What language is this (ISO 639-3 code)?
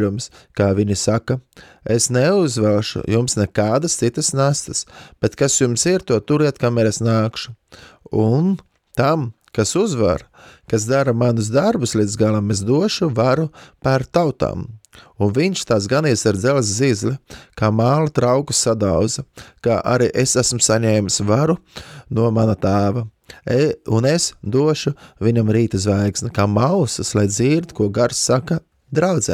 lav